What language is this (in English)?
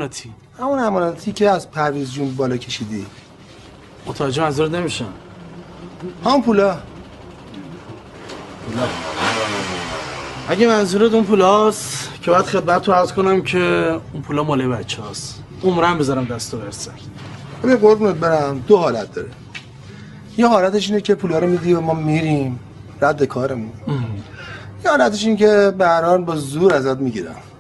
Persian